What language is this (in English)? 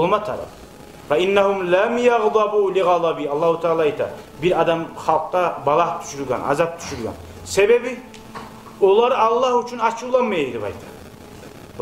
Kumyk